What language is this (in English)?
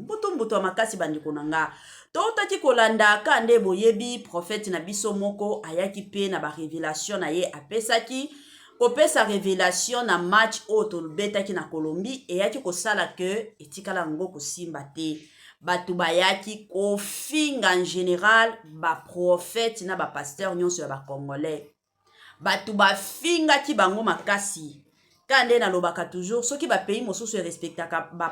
Lingala